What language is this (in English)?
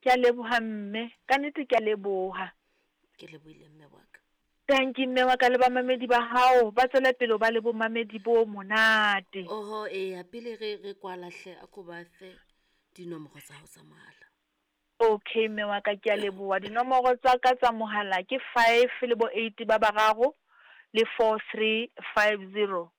Southern Sotho